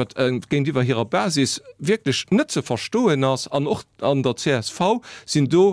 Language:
Luxembourgish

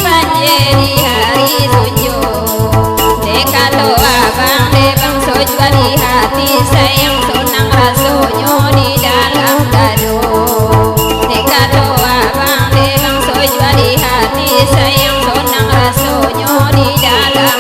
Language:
Minangkabau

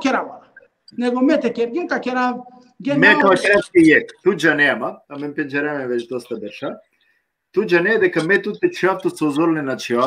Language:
Balkan Romani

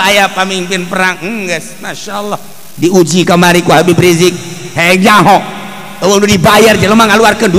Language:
Sundanese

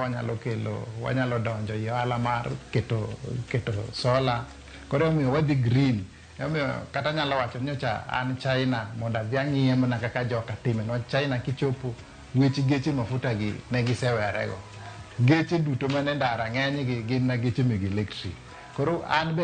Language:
Luo (Kenya and Tanzania)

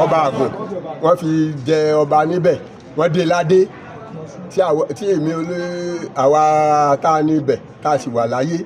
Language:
Yoruba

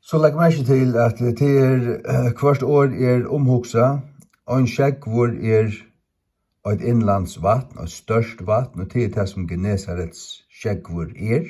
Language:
Faroese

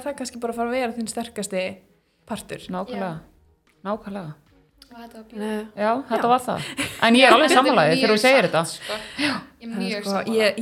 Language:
Icelandic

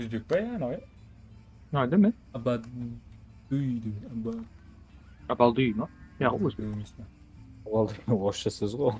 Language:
Kara-Kalpak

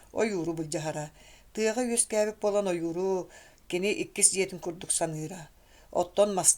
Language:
Yakut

